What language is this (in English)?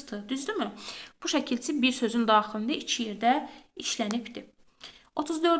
Azerbaijani